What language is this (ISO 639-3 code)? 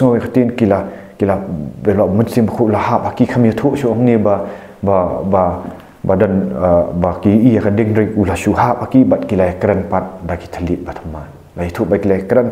kha